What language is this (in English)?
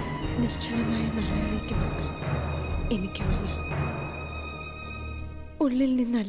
Malayalam